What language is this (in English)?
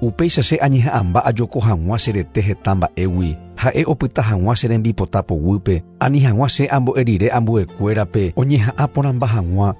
Guarani